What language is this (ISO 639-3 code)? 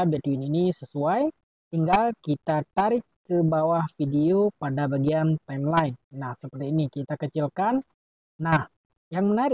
ind